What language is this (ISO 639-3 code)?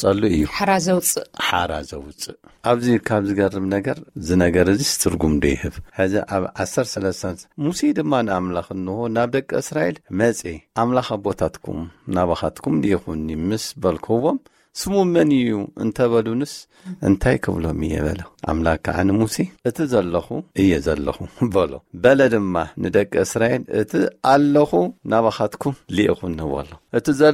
tir